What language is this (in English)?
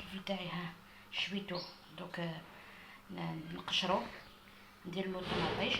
Algerian Arabic